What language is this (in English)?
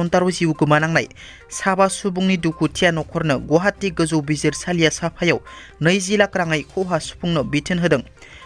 Bodo